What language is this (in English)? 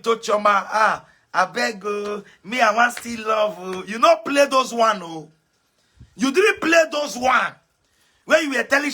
Nigerian Pidgin